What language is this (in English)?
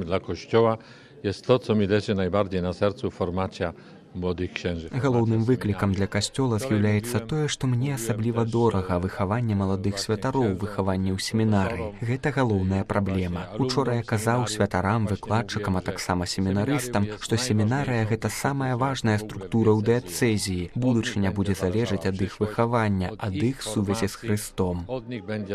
Belarusian